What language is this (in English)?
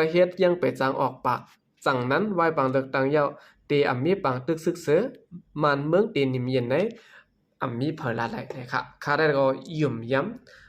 Shan